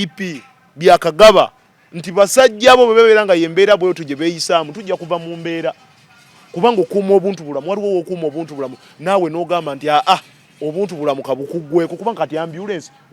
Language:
Ganda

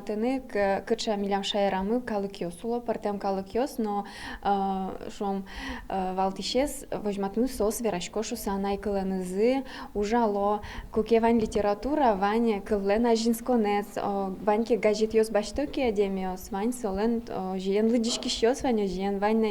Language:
Udmurt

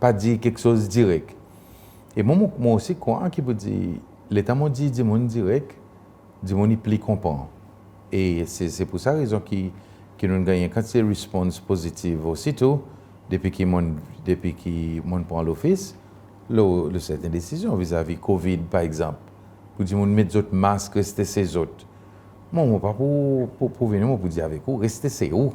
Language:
Seselwa Creole French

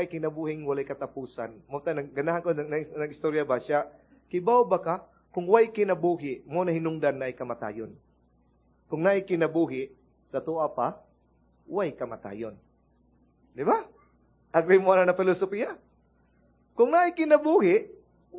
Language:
Cebuano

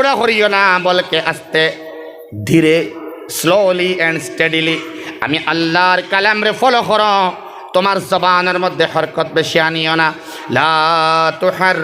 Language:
Sylheti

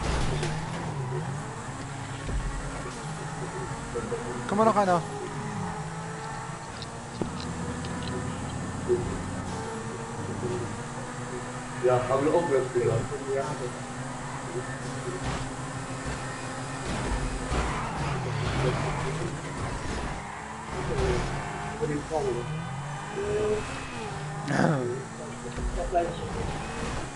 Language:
German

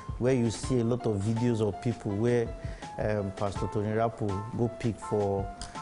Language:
Nigerian Pidgin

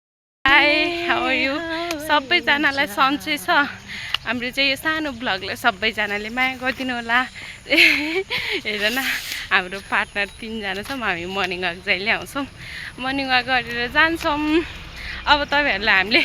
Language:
Nepali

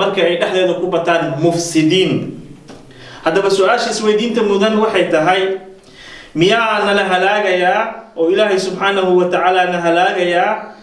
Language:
Somali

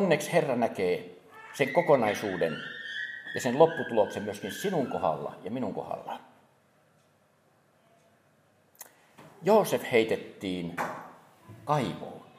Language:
Finnish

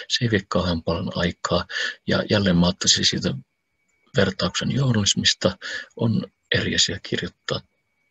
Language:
Finnish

